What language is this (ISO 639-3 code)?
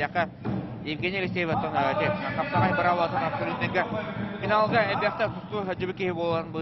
sah